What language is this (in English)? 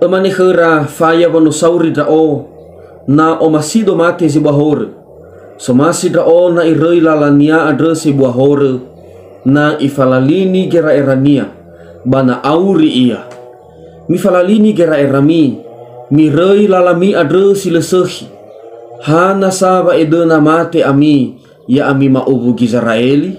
Nias